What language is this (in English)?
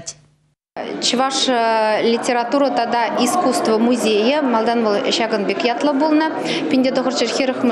Chuvash